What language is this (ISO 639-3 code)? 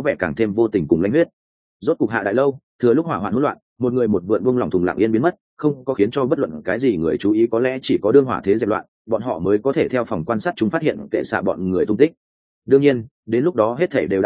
vie